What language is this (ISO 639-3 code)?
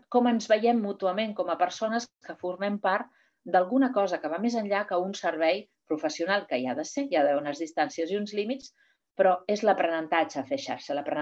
cat